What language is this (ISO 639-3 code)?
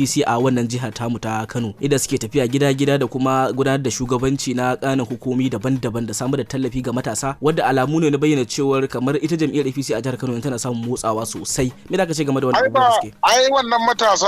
hau